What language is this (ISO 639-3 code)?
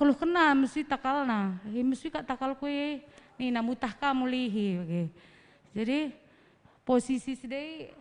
btx